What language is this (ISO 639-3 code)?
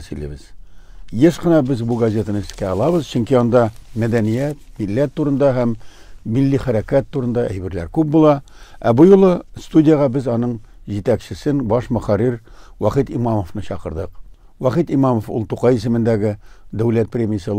tat